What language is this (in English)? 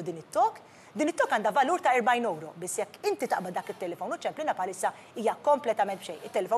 Maltese